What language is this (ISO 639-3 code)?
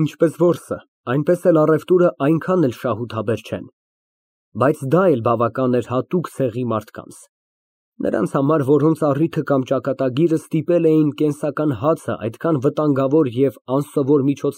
hye